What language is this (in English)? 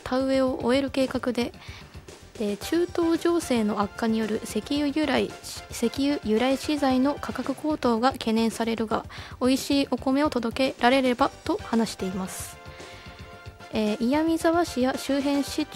Japanese